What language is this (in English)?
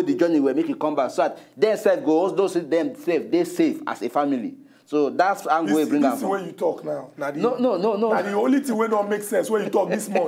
Nigerian Pidgin